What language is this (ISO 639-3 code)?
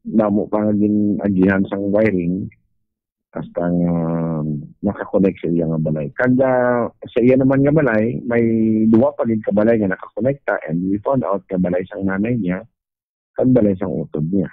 hil